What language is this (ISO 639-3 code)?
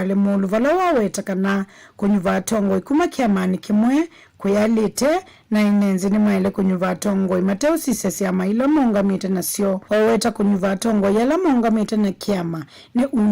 kam